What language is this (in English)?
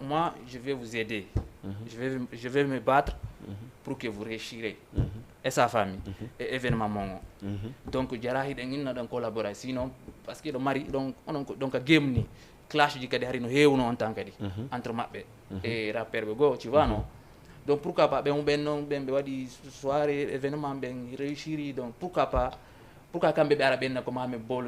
Fula